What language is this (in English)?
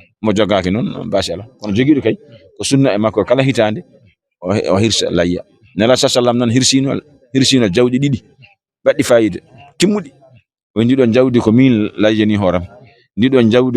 Fula